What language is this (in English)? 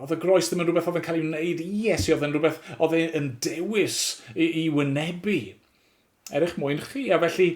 Welsh